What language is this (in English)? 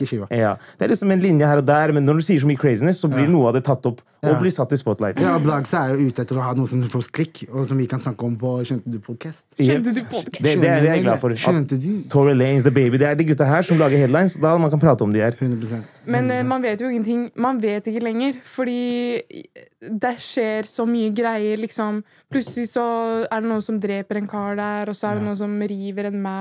Norwegian